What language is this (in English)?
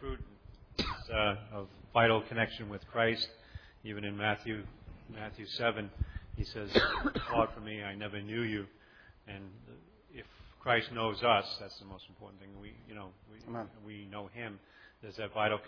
English